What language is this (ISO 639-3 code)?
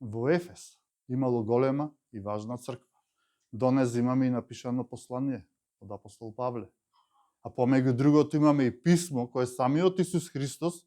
mkd